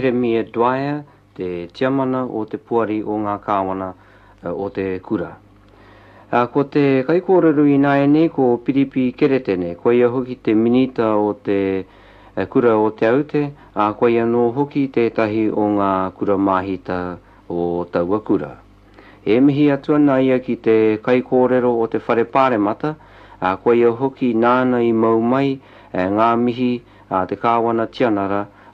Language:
Māori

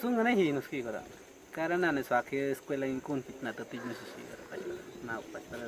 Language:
Awa-Cuaiquer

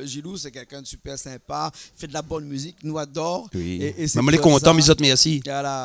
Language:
Réunion Creole French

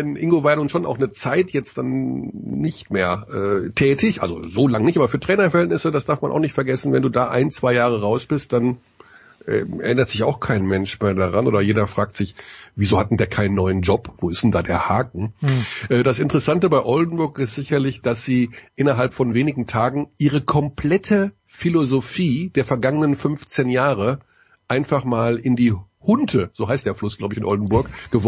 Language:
German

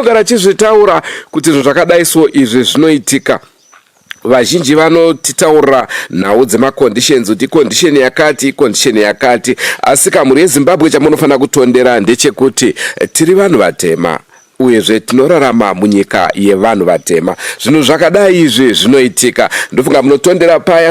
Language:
Shona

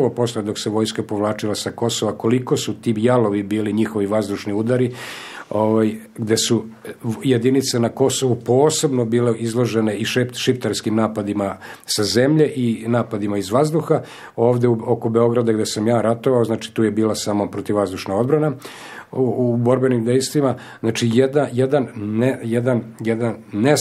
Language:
Serbian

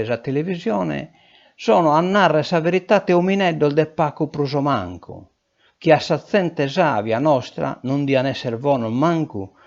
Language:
Sardinian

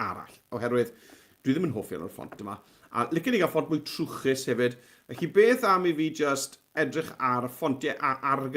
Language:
Welsh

